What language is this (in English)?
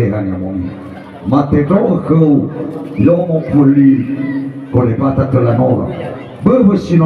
Nias